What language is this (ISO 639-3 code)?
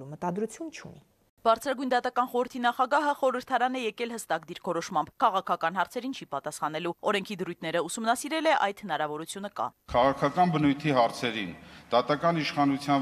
hye